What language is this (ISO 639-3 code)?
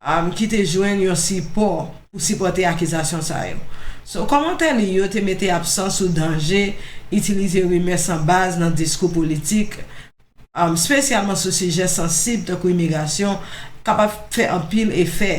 hat